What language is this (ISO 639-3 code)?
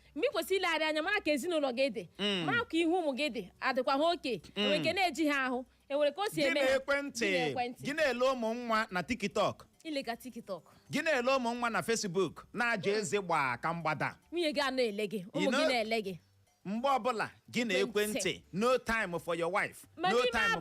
ibo